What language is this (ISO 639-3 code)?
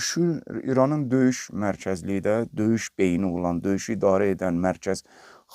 aze